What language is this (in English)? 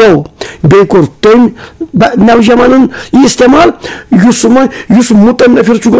Kashmiri